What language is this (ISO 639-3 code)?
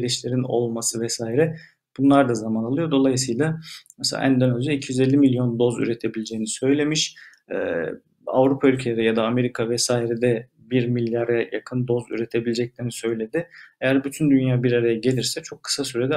tur